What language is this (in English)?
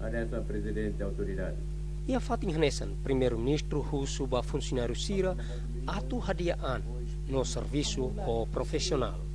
Tetum